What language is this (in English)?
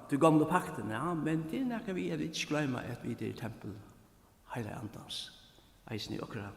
Faroese